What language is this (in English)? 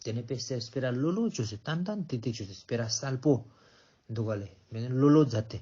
Ladakhi